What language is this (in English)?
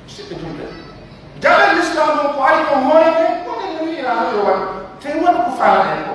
Pular